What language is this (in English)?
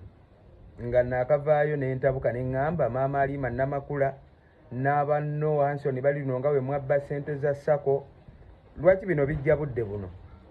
Ganda